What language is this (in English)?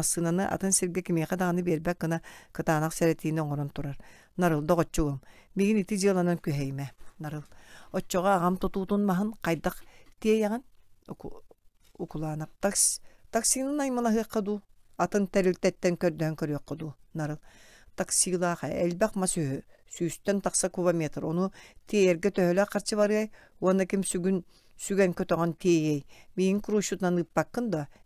Yakut